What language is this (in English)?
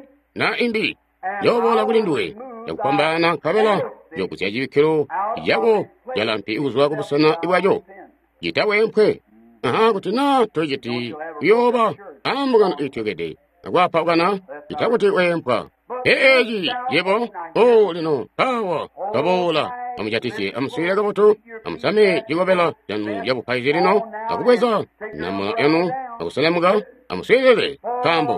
Tonga (Zambia)